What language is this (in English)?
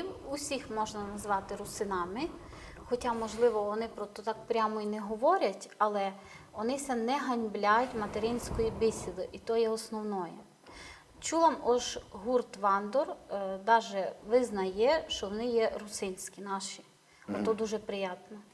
Rusyn